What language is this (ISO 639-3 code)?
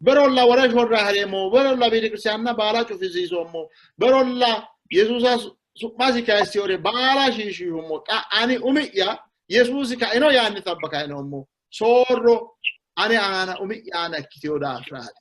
sid